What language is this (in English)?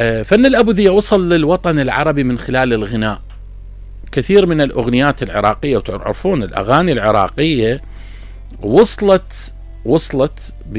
Mesopotamian Arabic